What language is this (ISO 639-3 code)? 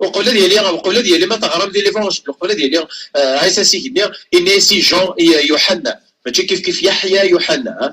kab